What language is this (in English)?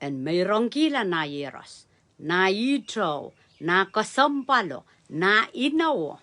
Pohnpeian